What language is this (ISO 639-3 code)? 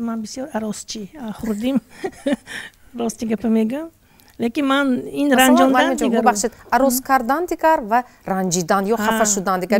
tgk